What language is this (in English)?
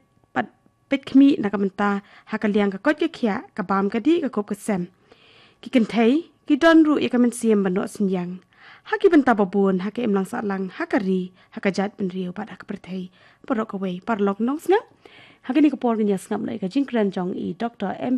Khasi